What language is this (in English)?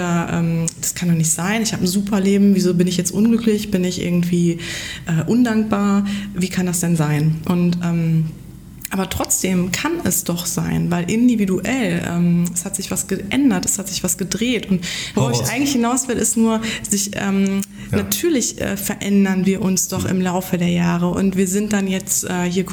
German